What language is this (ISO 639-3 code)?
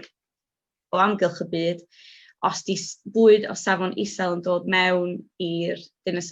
cym